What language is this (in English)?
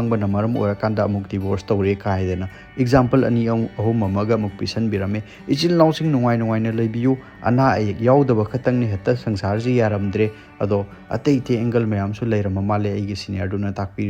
Manipuri